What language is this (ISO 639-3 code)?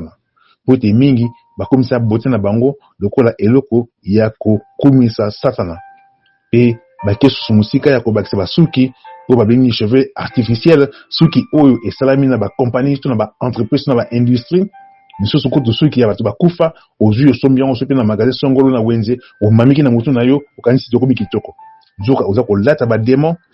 lin